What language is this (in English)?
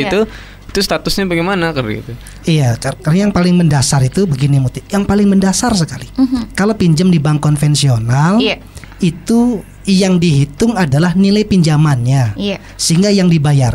Indonesian